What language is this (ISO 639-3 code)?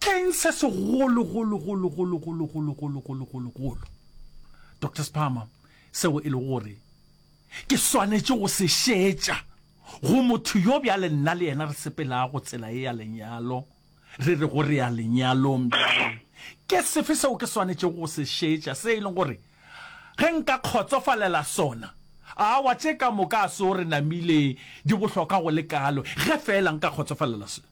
nso